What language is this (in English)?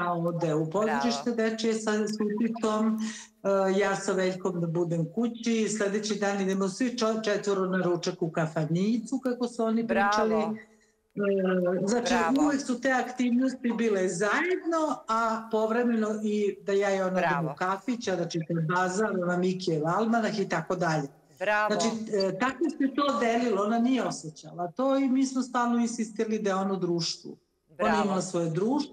Serbian